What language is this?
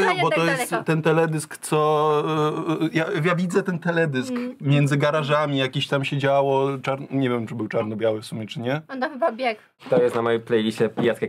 Polish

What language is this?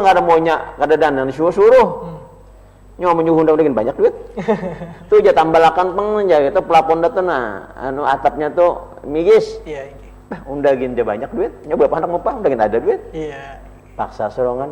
Banjar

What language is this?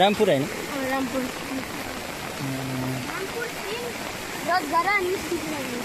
Nepali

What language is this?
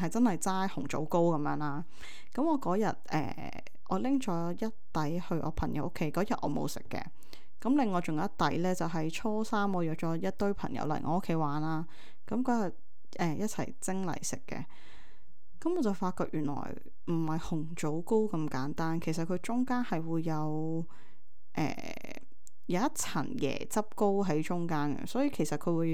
Cantonese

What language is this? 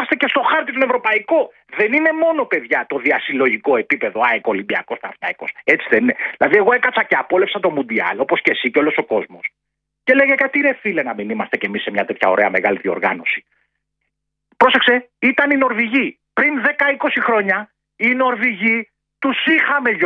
Greek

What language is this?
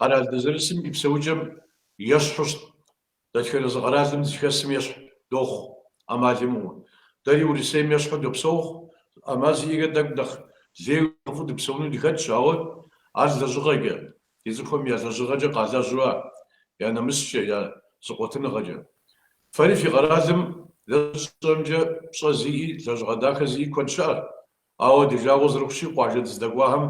Kabardian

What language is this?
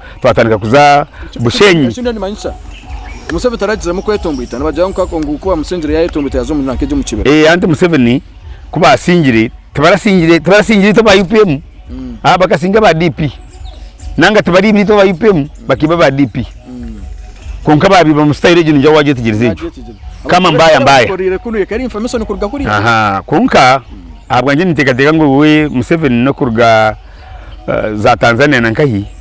Nyankole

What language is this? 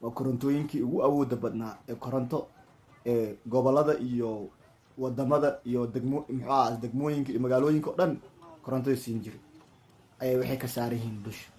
Somali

